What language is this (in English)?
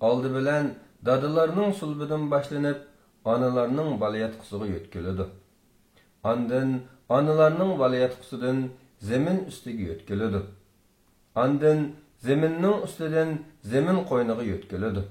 Uyghur